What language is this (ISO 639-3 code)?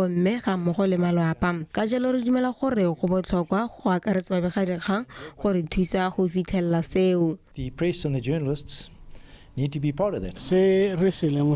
tsn